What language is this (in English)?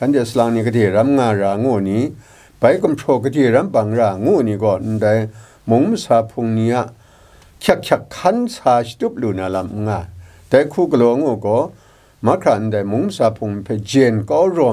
Kachin